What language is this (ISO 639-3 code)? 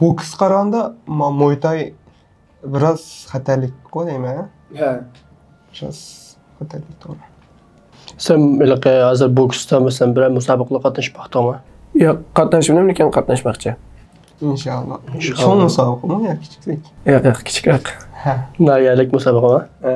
uig